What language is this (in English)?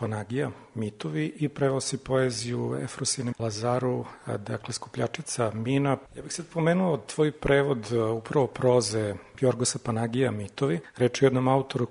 Serbian